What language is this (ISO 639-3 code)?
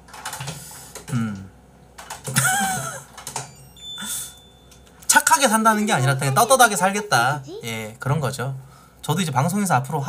kor